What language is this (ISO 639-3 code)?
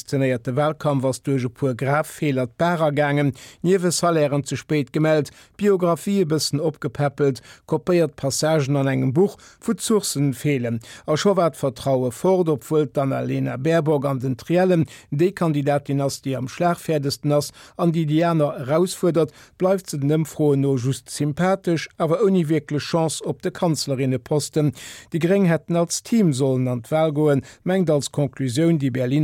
ltz